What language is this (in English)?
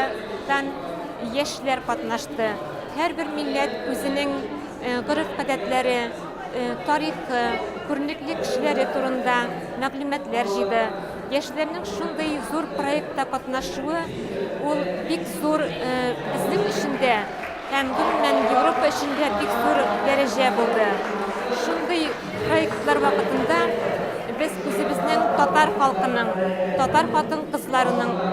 Tatar